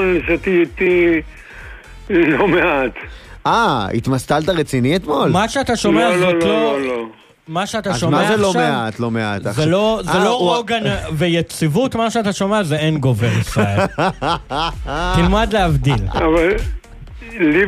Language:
Hebrew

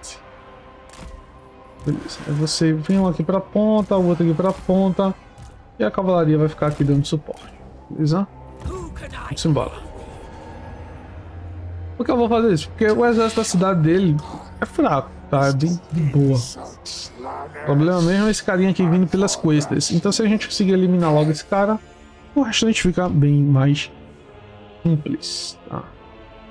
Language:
Portuguese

